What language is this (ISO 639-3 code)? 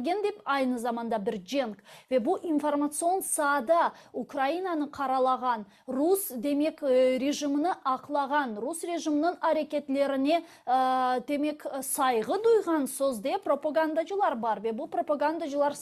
crh